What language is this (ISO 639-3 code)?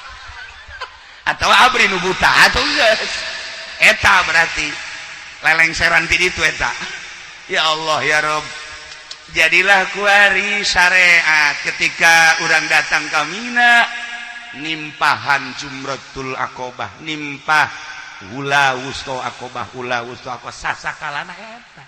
sun